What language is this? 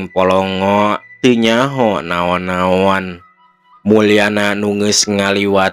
Sundanese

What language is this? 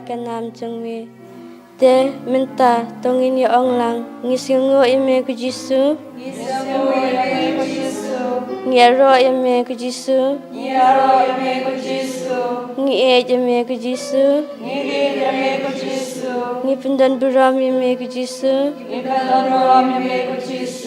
Khasi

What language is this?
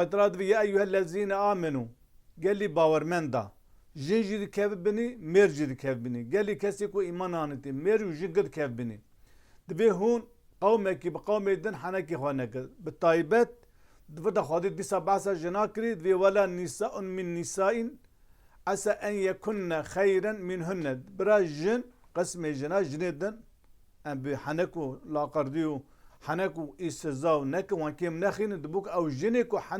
Kurdish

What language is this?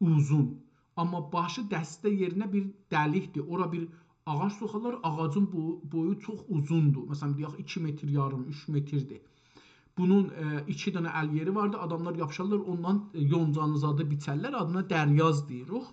South Azerbaijani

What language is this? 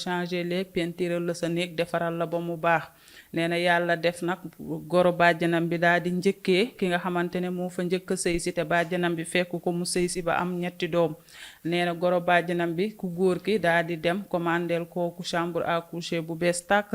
Wolof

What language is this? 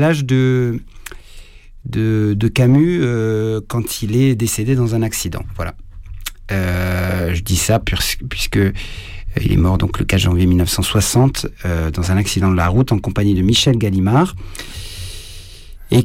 French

